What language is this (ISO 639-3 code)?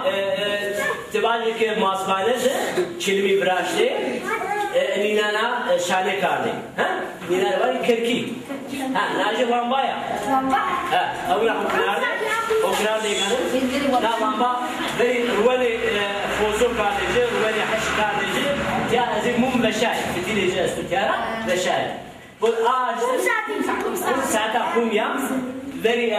zza